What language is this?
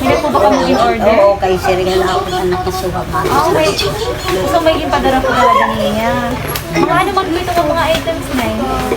Waray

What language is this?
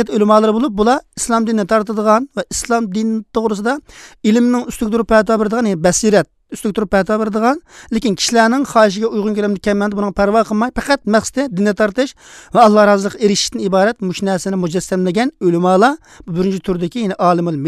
Uyghur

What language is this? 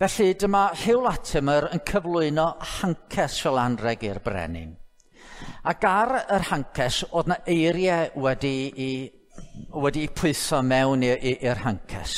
Welsh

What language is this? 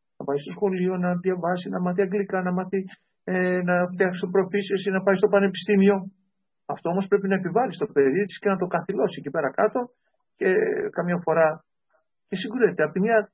Greek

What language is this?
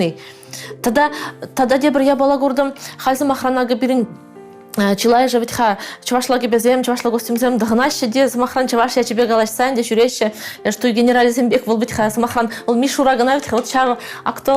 Chuvash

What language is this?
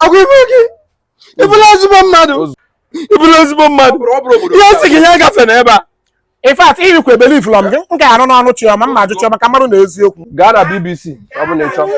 Igbo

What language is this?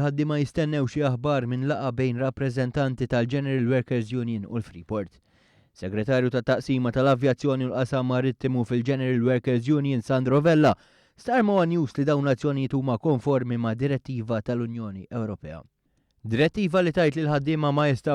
Maltese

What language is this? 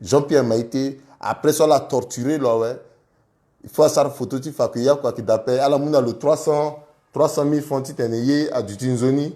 Sango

